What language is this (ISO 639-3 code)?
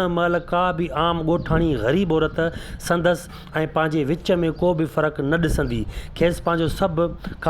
snd